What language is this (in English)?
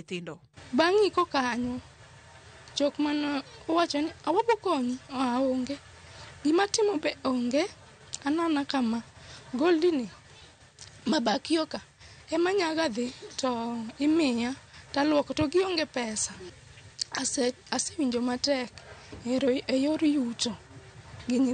Luo (Kenya and Tanzania)